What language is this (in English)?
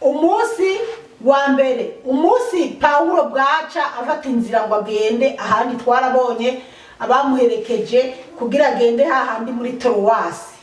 Rundi